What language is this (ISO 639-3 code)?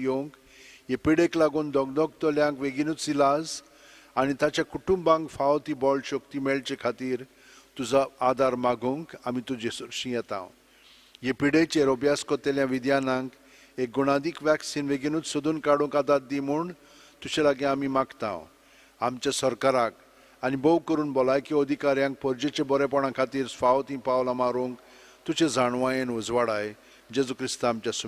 kok